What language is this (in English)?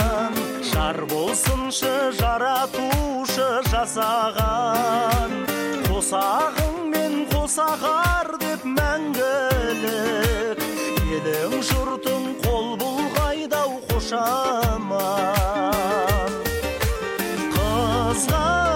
Kazakh